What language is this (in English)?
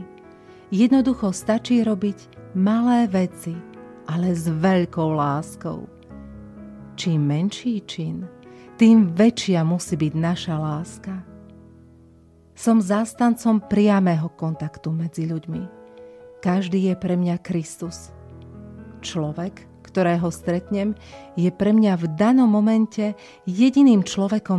Slovak